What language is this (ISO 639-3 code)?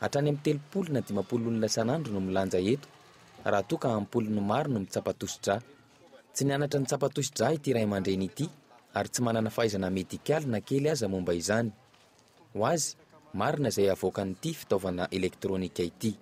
mlg